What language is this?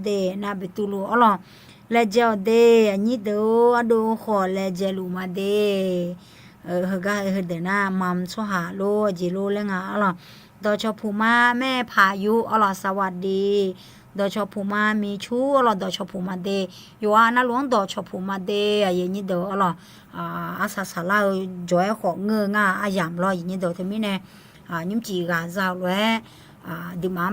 Akha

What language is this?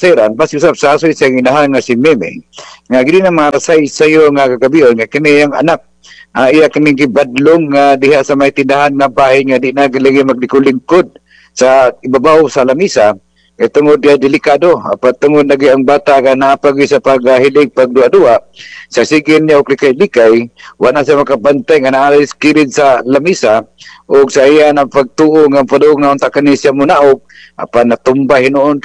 Cebuano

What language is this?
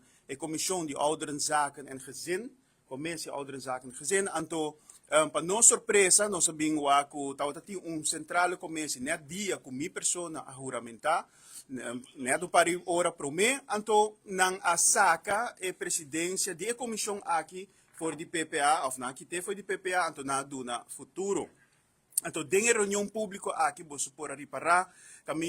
Papiamento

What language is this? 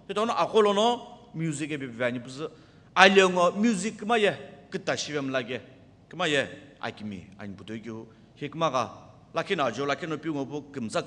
Sumi Naga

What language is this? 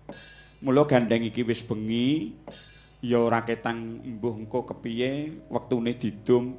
Javanese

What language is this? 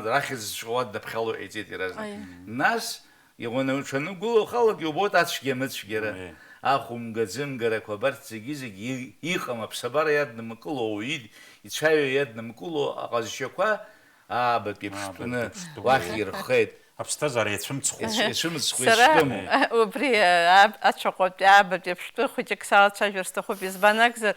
Abkhazian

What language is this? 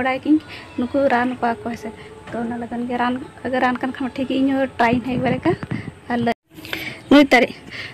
Santali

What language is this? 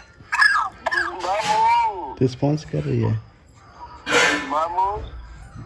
Hindi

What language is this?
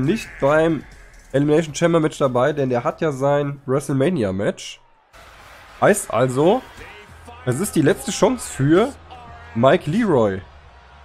German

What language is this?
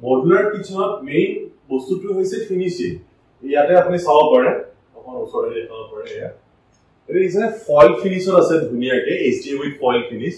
Assamese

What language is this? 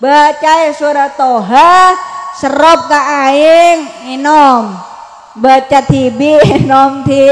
Madurese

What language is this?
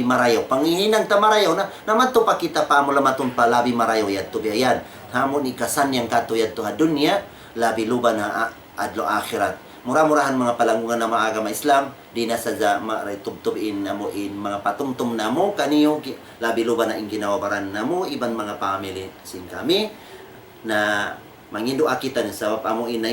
Tausug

